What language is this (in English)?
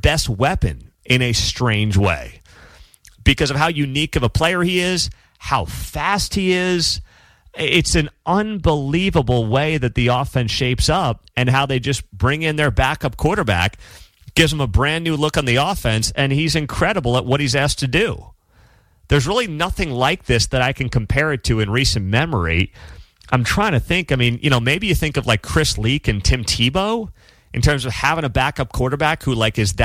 English